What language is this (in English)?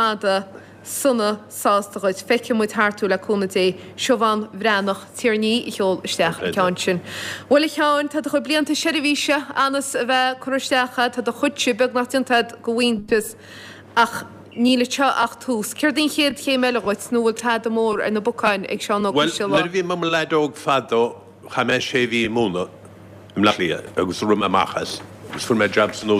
Irish